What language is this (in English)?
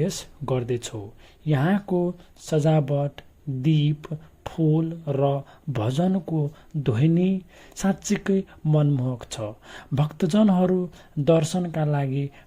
Nepali